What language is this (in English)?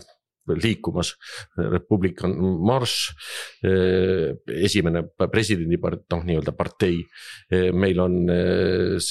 Estonian